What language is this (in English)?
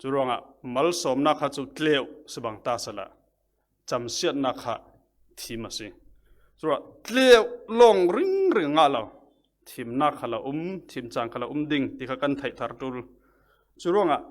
Falam Chin